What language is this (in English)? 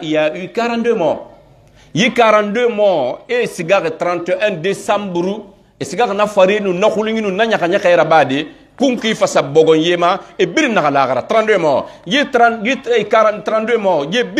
Pular